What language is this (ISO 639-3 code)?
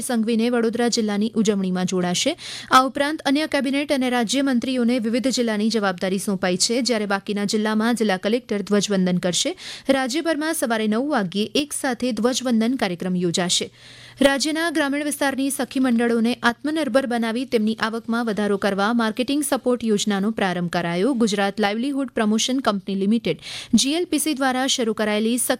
guj